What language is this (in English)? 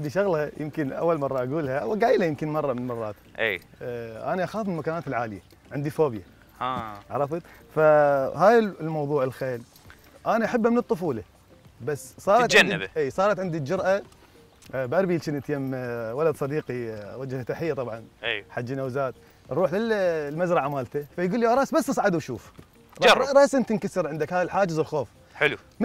Mesopotamian Arabic